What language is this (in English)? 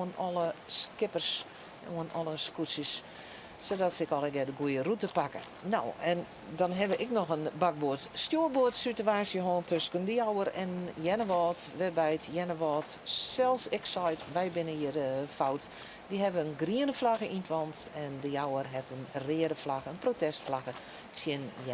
Western Frisian